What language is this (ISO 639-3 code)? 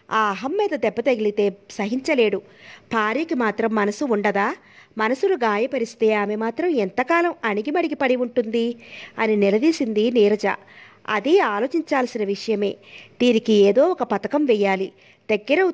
tel